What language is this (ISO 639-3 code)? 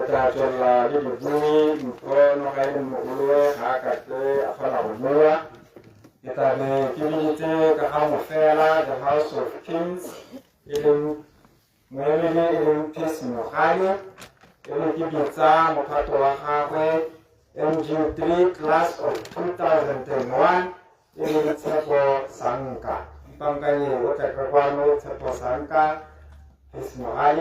tsn